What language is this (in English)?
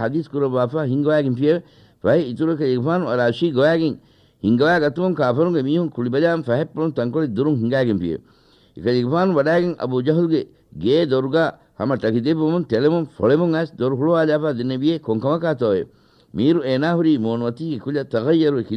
Divehi